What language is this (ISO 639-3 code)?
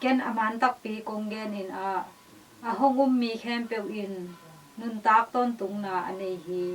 ctd